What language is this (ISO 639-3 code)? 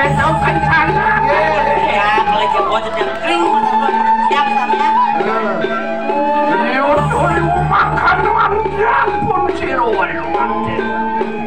ban